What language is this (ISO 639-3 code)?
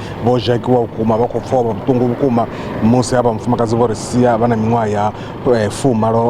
ven